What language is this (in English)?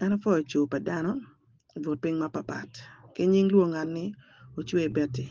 Acoli